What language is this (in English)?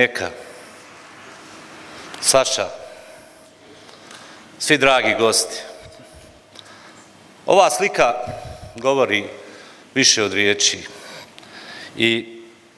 Bosnian